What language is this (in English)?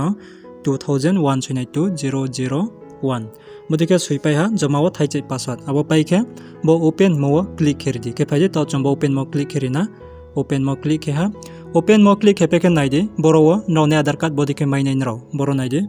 Riang (India)